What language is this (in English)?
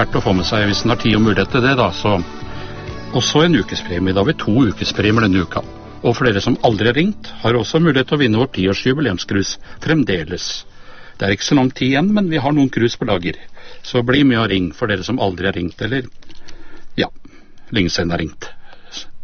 Norwegian